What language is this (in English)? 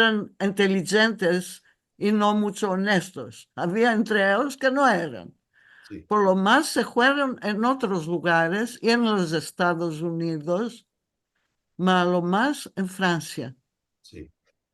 Ladino